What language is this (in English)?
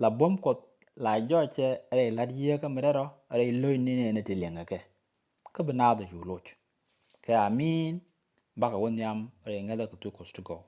Nuer